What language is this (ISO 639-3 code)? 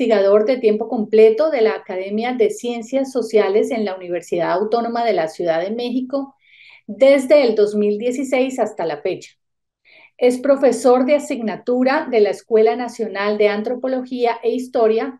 spa